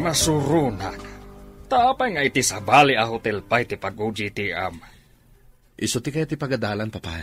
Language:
Iloko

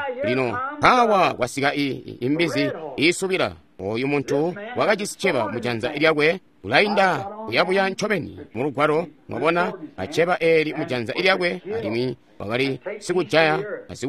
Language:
Tonga (Zambia)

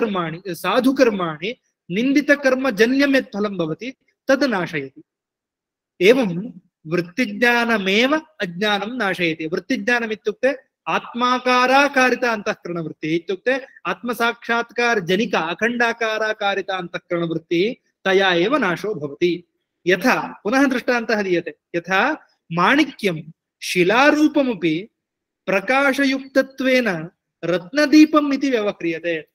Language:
Sanskrit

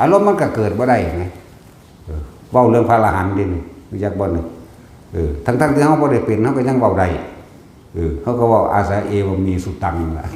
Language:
Northeastern Thai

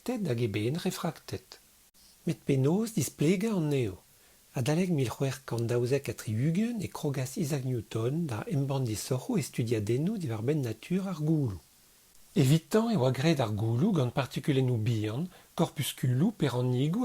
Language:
Breton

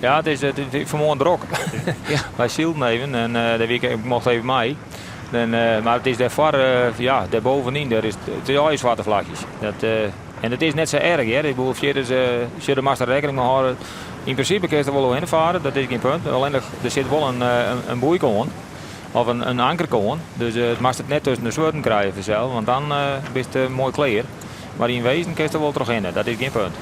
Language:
Western Frisian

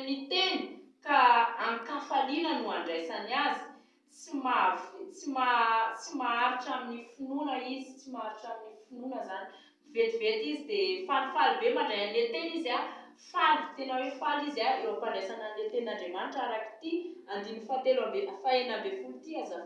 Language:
Malagasy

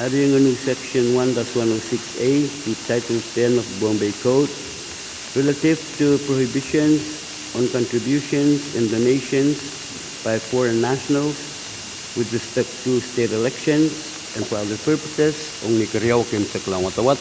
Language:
Pohnpeian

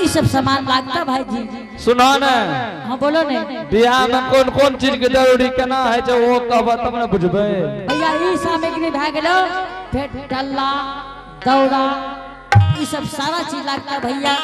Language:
Angika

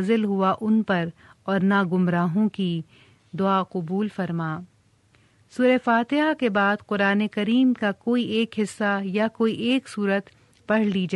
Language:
Urdu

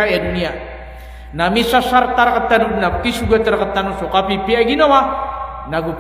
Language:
Maranao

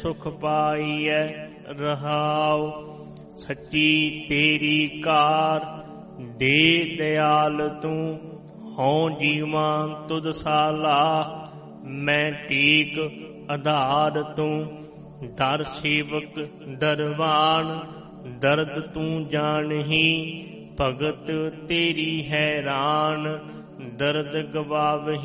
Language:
Punjabi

